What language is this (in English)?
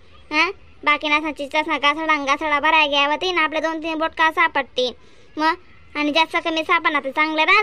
Khandesi